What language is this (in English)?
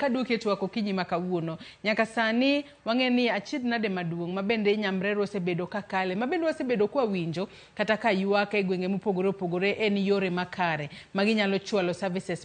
Luo (Kenya and Tanzania)